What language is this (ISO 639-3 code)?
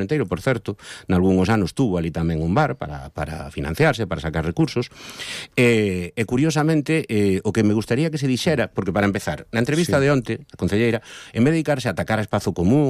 glg